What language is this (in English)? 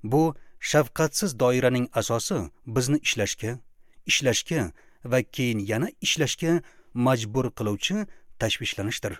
Uzbek